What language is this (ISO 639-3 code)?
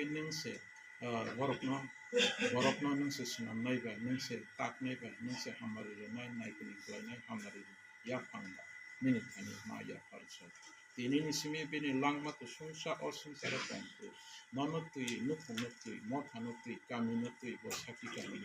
trp